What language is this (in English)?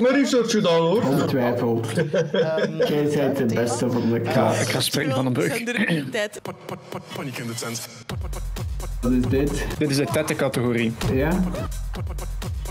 Dutch